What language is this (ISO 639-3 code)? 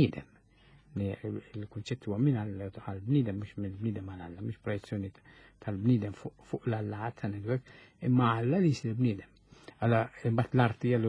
mlt